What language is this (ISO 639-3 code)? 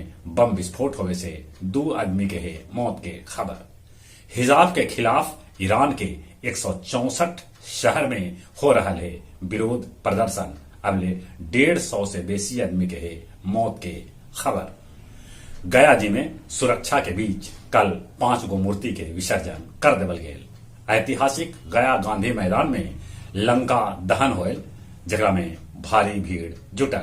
mag